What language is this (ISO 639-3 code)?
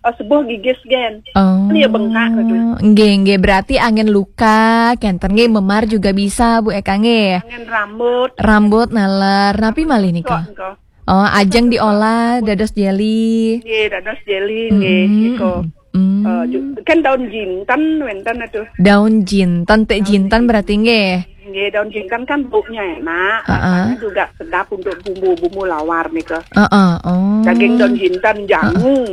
ban